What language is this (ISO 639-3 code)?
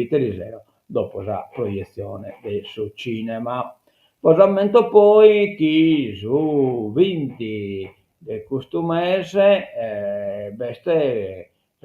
srd